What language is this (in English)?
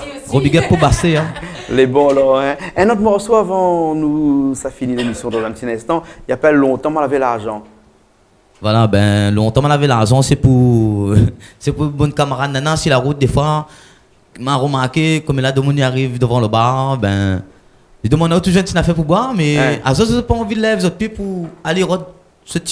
Réunion Creole French